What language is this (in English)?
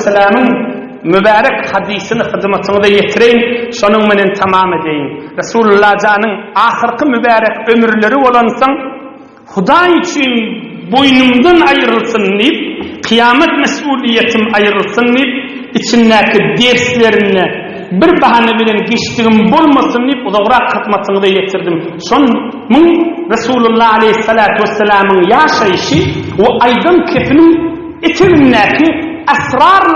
Turkmen